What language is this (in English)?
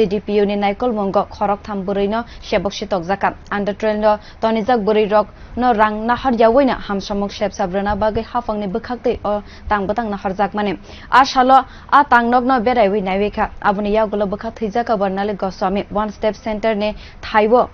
Kok Borok